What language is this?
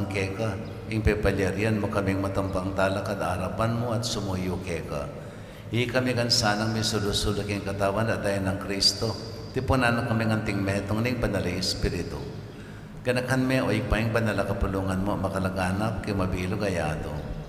Pampanga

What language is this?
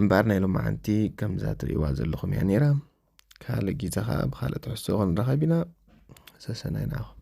Tigrinya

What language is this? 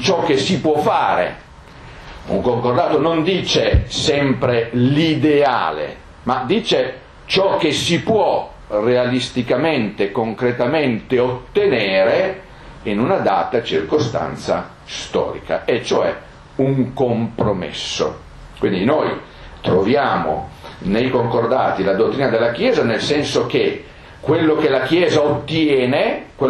Italian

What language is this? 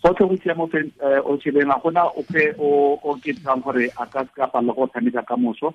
Tswana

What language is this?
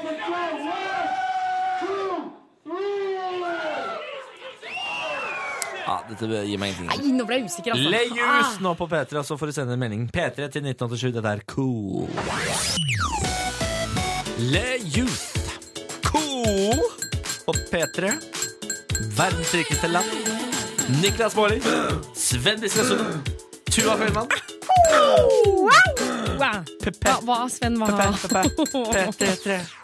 Norwegian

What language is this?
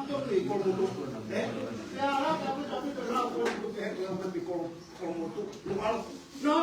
Tongan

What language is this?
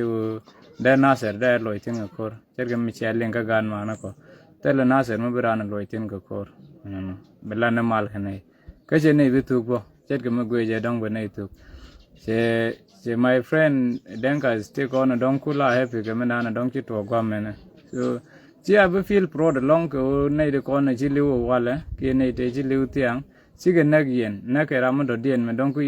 Nuer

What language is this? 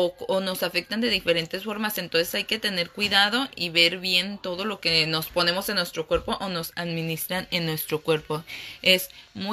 Spanish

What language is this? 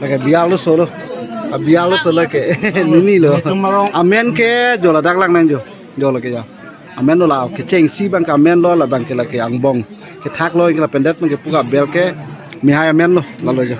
Karbi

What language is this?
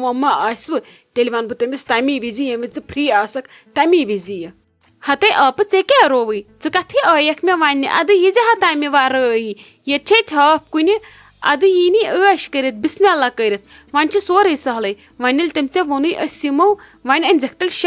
Kashmiri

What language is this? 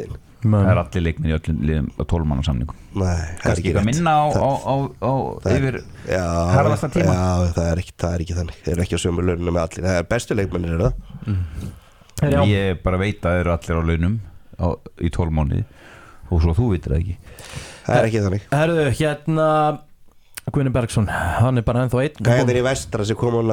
Icelandic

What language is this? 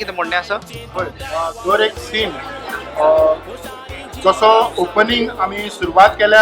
Konkani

